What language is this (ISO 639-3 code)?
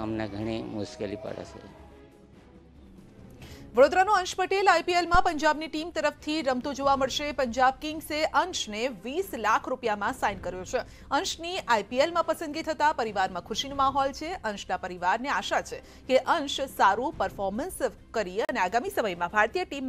guj